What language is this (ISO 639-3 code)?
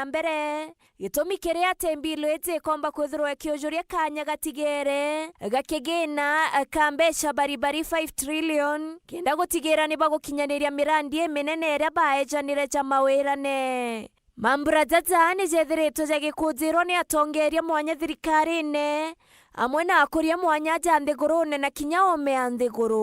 mer